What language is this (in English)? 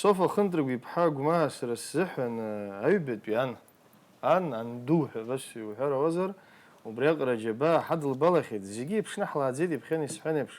Abkhazian